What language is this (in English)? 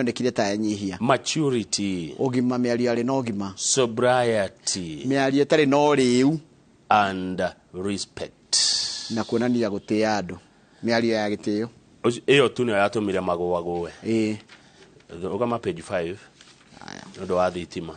Kikuyu